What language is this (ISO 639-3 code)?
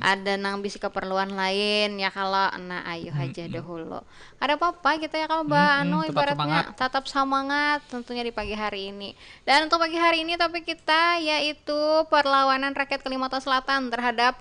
bjn